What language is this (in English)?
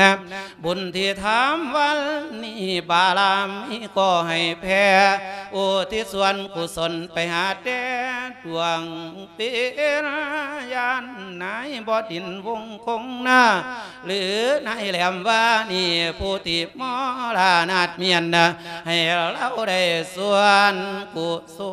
Lao